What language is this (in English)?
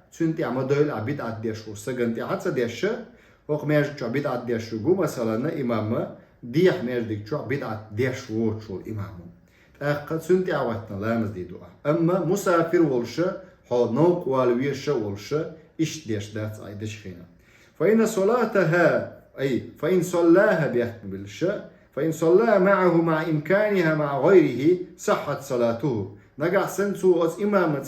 Chechen